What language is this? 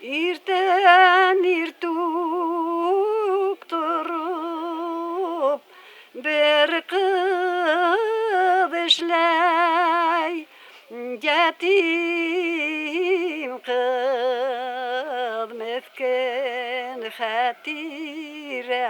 Bashkir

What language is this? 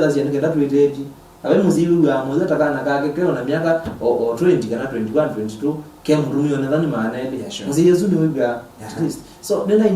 Kamba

